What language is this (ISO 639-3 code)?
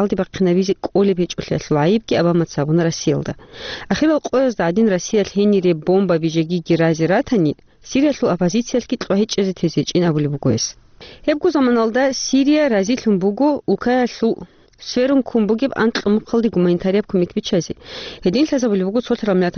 ava